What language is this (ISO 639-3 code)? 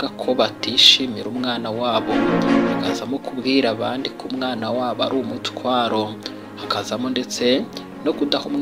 kin